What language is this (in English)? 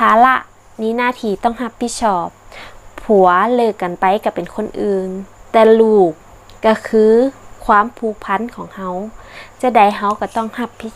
Northern Thai